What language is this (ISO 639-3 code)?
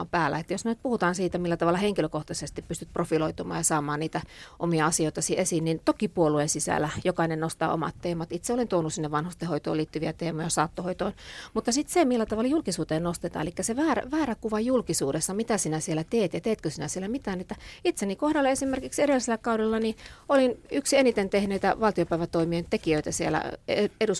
fin